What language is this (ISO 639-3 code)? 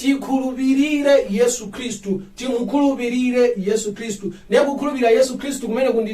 nya